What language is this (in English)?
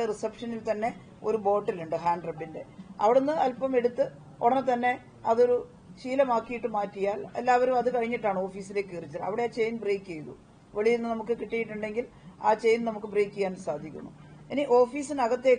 Malayalam